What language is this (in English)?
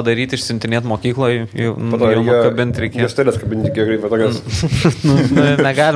Lithuanian